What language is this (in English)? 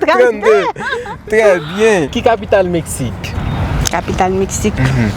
Haitian Creole